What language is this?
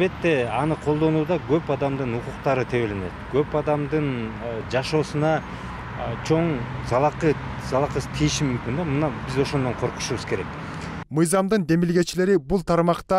Kyrgyz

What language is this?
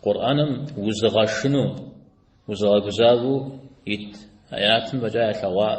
Kabardian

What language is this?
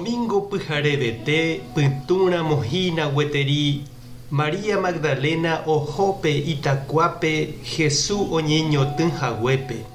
Guarani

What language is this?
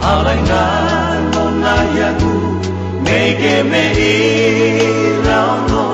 Nias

